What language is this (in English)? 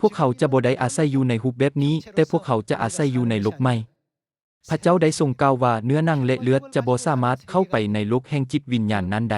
Lao